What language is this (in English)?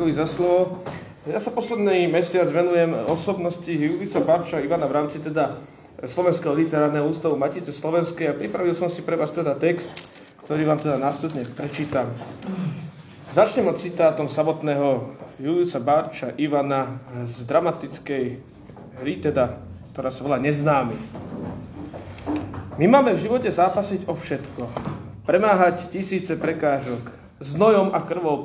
Slovak